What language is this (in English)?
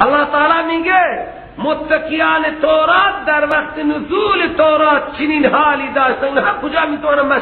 Persian